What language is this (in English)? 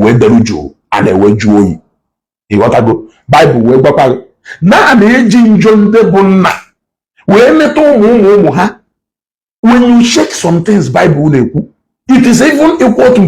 Igbo